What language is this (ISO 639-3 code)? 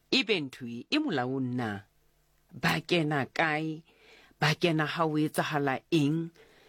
sot